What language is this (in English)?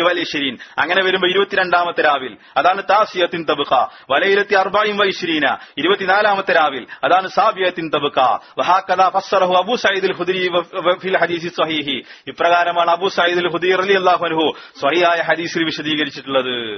Malayalam